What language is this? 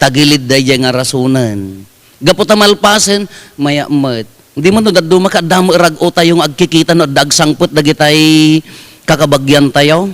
Iloko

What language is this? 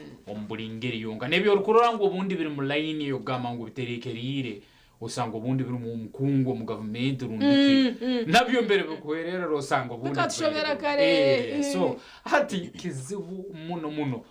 Nyankole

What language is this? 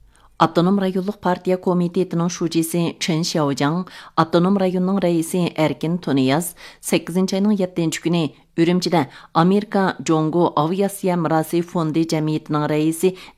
Uyghur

